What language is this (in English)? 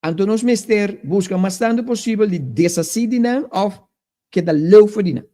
Papiamento